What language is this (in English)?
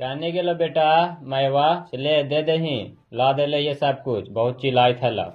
Magahi